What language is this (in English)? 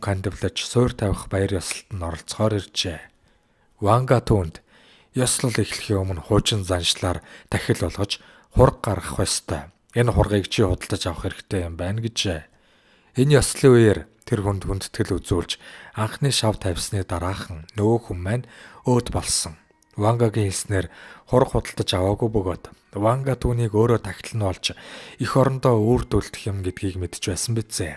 Mongolian